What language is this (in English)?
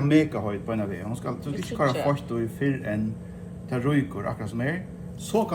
Faroese